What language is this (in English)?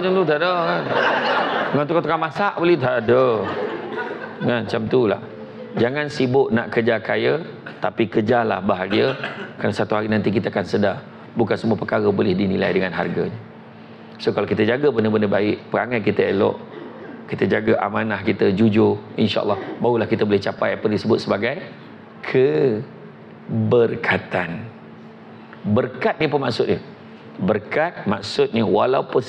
Malay